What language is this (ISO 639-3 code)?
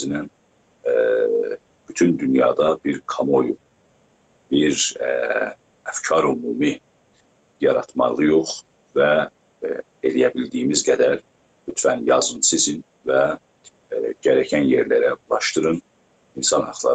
azb